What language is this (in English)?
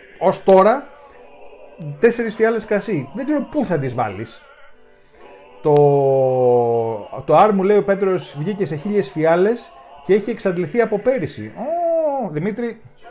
Greek